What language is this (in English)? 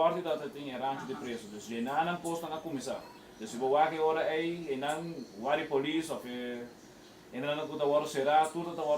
Papiamento